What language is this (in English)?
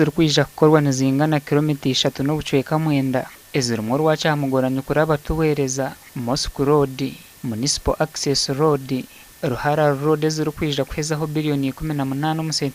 Nyankole